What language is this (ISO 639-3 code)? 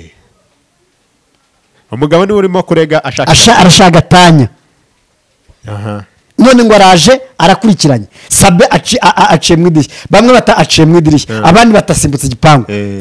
kin